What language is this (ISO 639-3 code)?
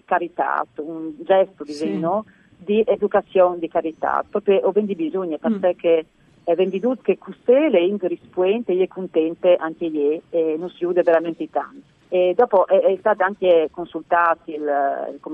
fur